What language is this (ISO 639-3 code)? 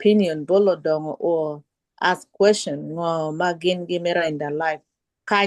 ach